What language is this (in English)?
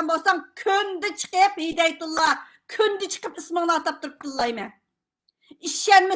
Uyghur